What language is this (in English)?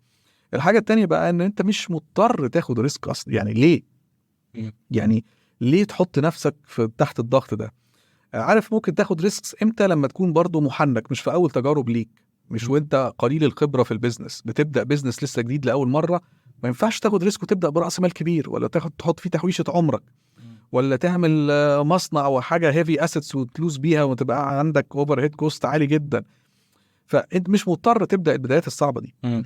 Egyptian Arabic